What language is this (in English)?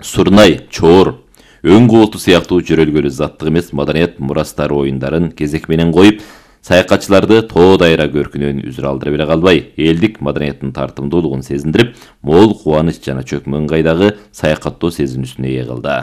Kyrgyz